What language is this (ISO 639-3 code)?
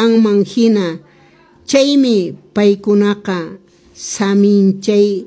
que